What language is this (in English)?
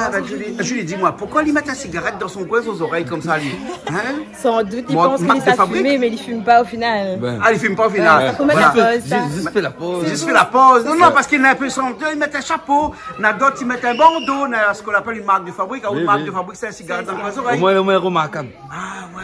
Réunion Creole French